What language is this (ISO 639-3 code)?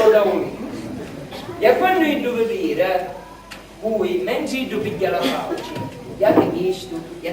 scn